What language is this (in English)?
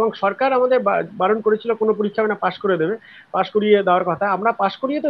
Bangla